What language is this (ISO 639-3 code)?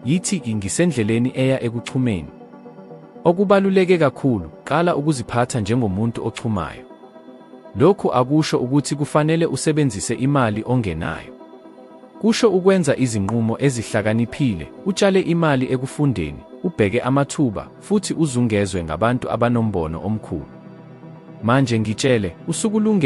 zul